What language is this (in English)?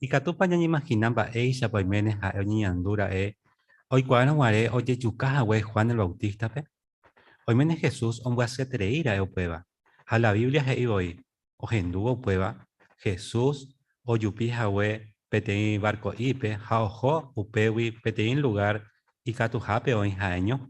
Guarani